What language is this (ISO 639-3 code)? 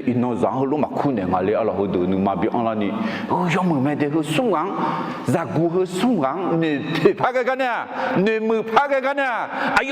ahk